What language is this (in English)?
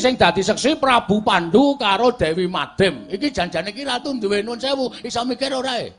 Javanese